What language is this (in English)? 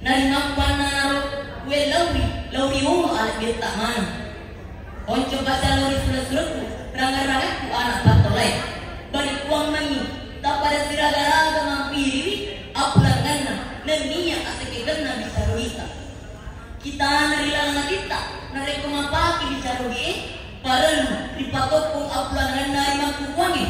Buginese